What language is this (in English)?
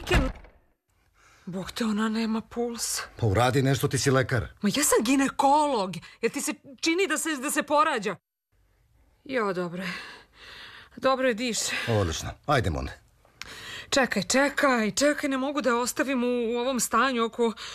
Serbian